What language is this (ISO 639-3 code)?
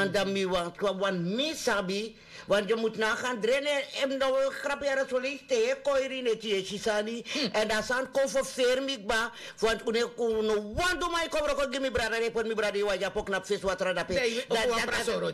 srn